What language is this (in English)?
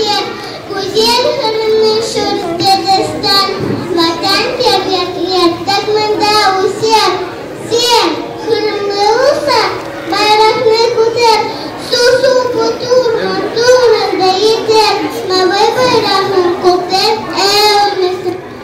Crimean Tatar